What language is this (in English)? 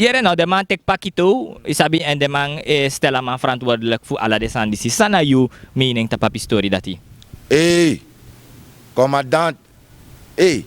Sranan Tongo